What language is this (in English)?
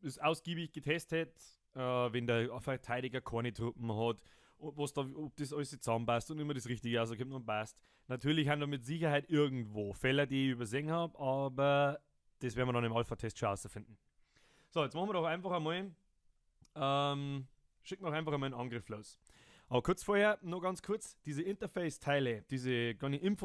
Bavarian